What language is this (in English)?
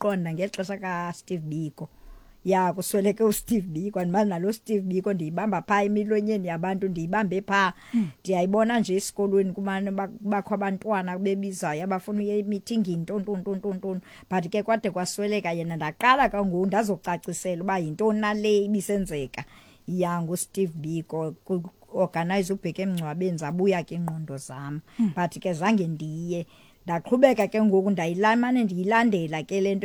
Xhosa